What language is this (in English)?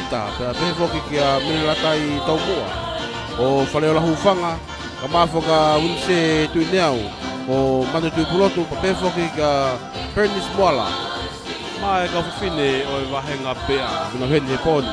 Tongan